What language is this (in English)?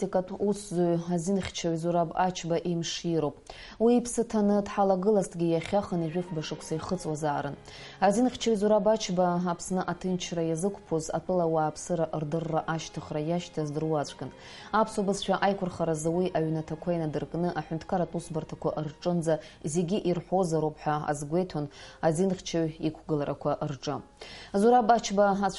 Abkhazian